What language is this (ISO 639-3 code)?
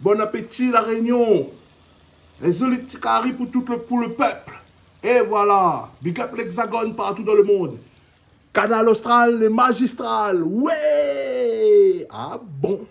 rcf